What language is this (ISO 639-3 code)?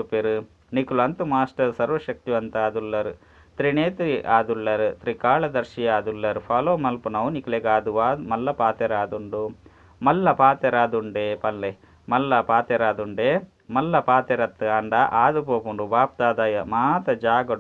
tcy